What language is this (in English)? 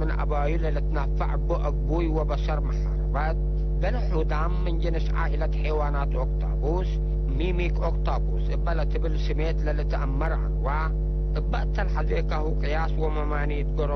Tigre